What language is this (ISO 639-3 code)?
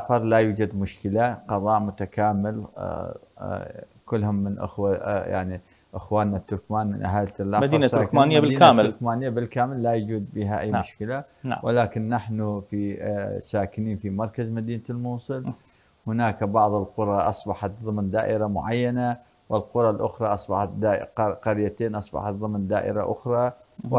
ara